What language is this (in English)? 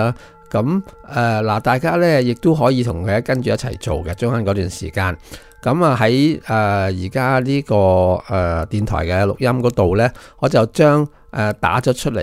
Cantonese